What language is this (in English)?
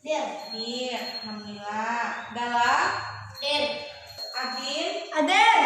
Minangkabau